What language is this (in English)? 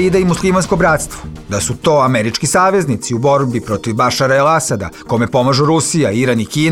Bosnian